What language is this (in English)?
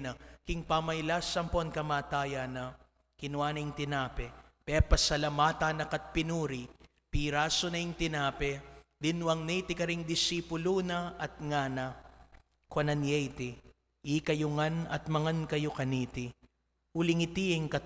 Pampanga